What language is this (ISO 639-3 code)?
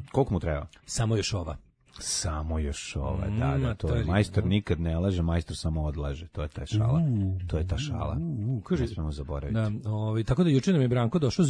srp